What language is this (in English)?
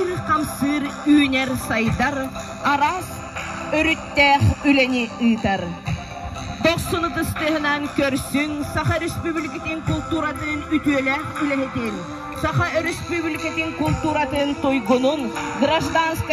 Yakut